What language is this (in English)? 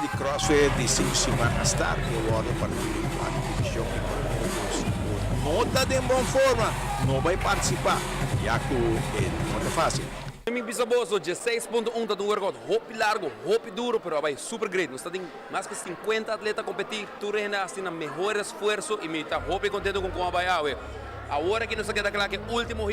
Papiamento